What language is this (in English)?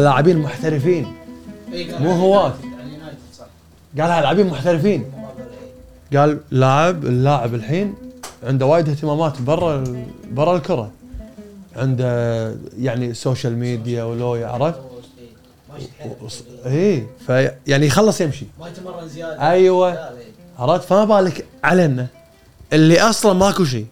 Gulf Arabic